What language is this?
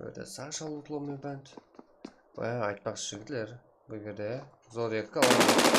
Kara-Kalpak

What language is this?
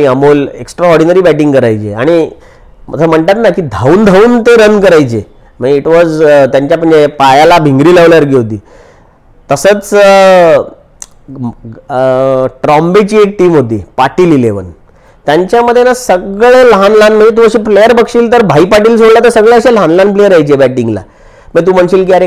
Marathi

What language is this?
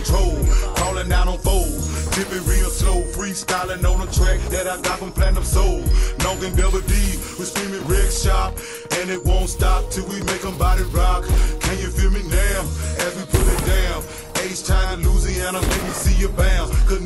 English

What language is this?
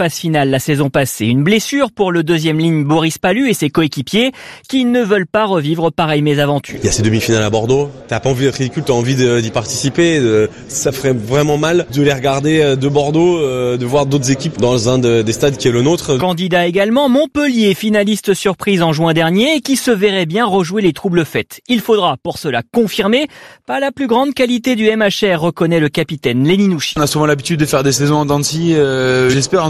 French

